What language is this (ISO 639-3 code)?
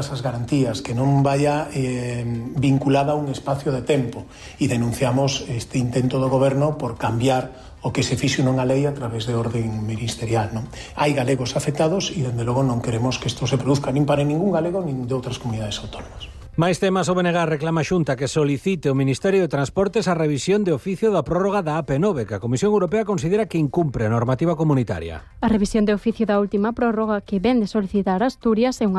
glg